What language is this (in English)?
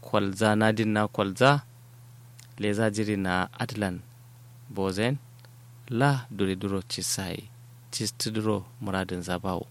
Kanuri